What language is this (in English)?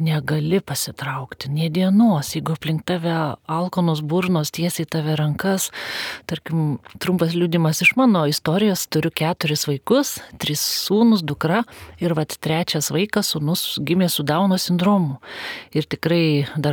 Lithuanian